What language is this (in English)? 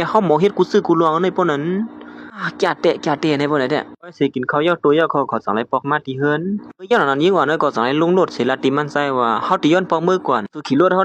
Shan